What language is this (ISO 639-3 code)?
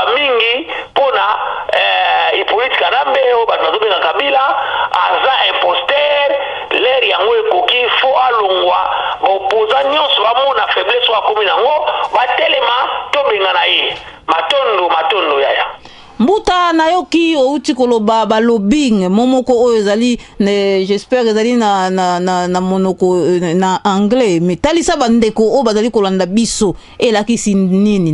lin